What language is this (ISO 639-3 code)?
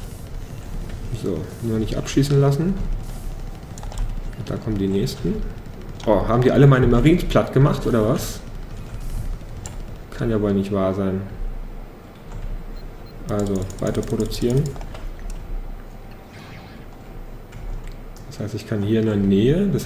deu